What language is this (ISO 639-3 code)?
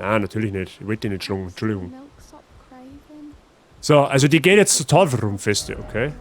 bar